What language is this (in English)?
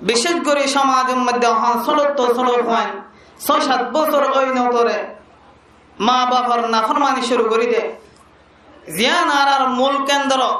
Rohingya